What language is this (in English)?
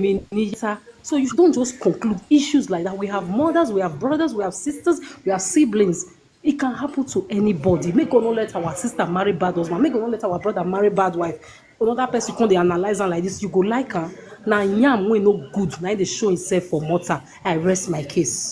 Nigerian Pidgin